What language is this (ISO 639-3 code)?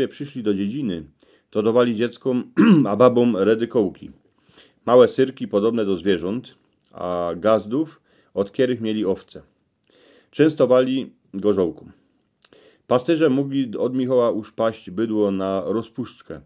szl